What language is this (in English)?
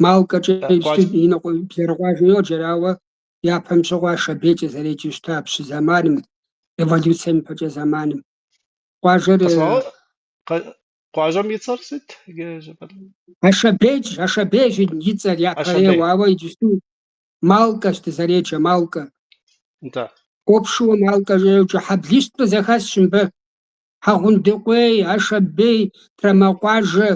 Kabardian